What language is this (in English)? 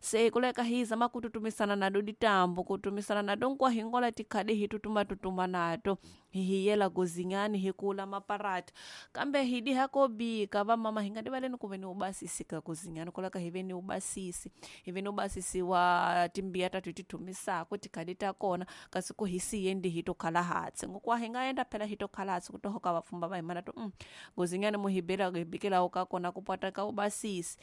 Tsonga